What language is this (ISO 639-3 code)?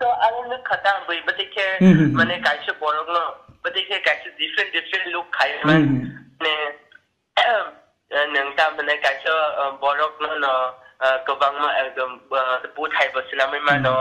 trp